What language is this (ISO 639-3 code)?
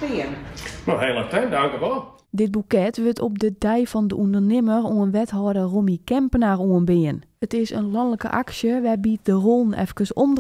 fry